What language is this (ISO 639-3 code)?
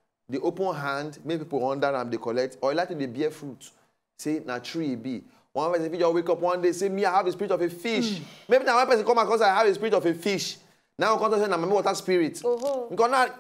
pcm